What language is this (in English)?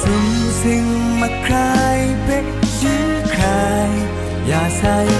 Kachin